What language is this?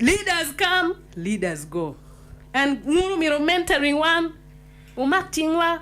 Acoli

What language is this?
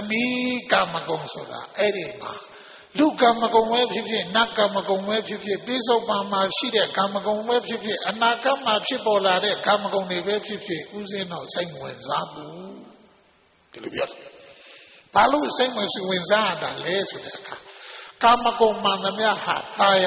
Burmese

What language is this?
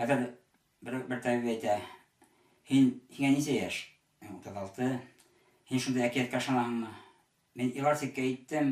Bashkir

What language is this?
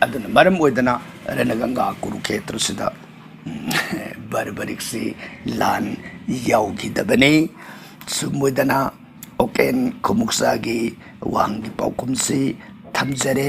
Manipuri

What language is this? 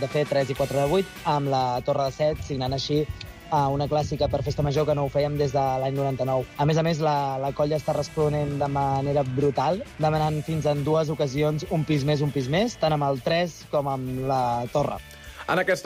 Catalan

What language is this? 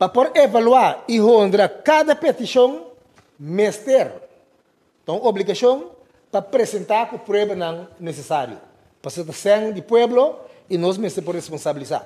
Papiamento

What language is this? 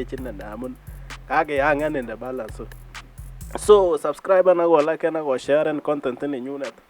Kalenjin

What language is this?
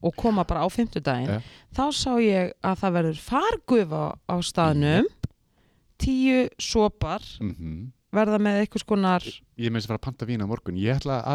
Icelandic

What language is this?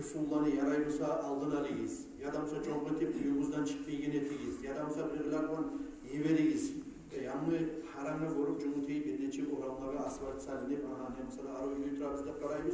Kumyk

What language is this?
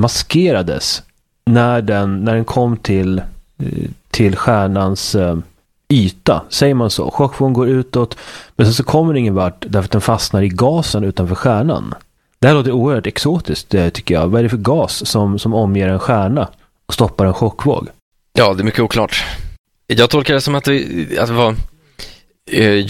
Swedish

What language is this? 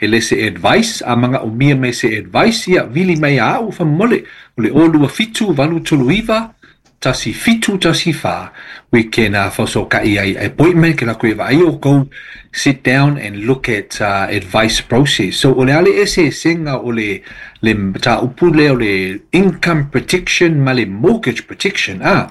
Samoan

